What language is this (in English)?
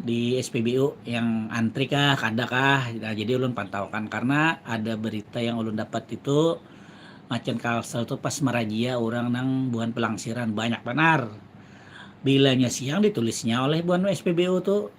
Banjar